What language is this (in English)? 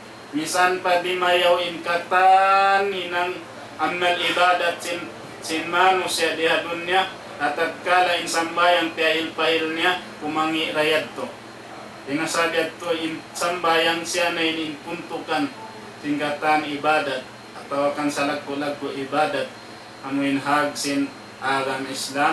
Tausug